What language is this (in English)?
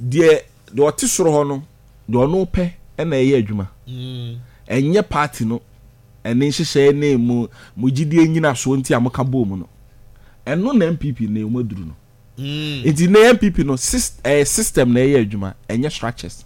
Akan